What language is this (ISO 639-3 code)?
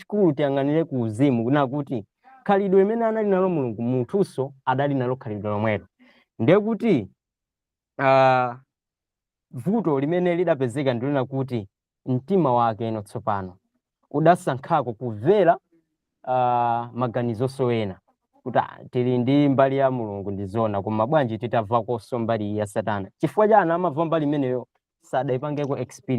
nya